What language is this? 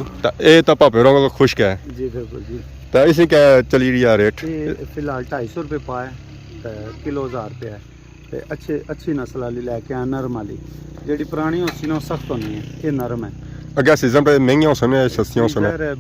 Pahari-Potwari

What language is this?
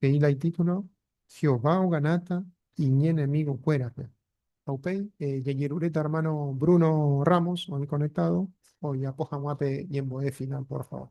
Guarani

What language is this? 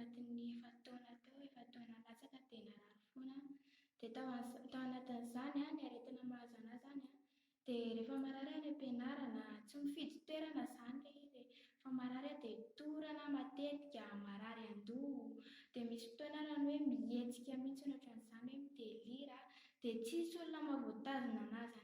Malagasy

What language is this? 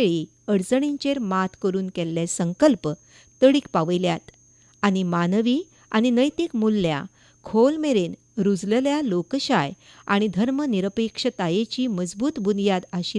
Konkani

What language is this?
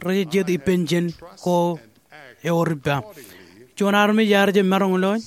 Marshallese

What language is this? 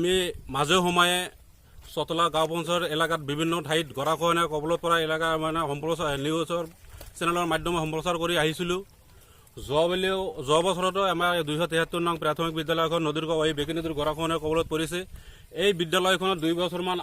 Assamese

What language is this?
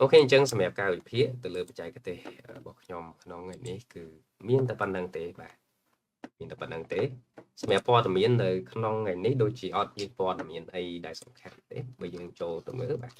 Khmer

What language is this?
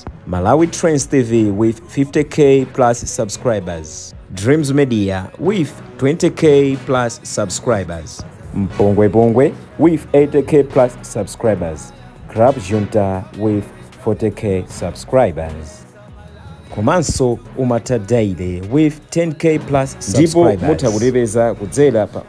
Nyanja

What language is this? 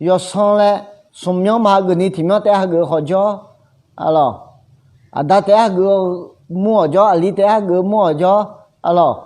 Akha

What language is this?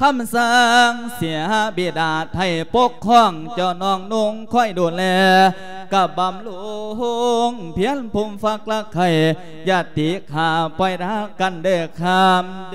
Lao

